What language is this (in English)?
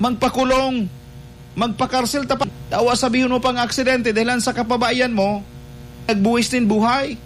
Bikol